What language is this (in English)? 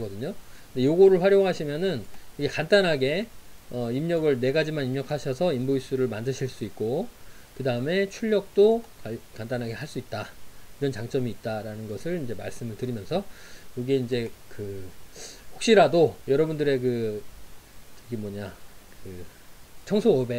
Korean